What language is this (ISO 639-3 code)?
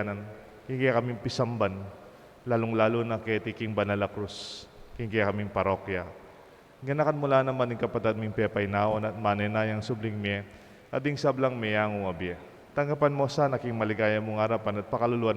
pam